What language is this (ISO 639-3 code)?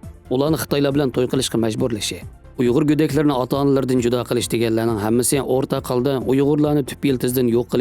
uig